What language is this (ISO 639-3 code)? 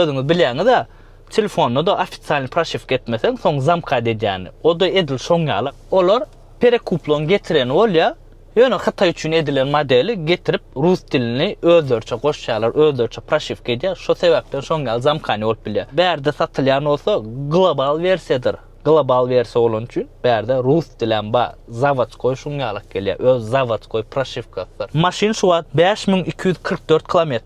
tuk